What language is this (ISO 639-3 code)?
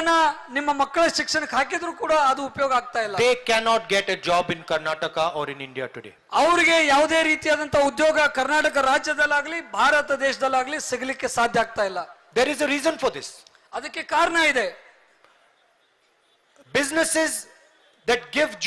kan